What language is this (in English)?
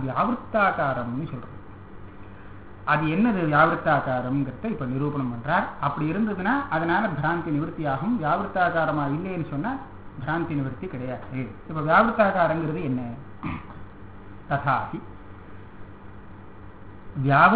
Tamil